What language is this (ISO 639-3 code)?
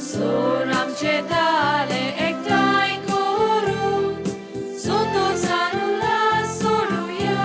kok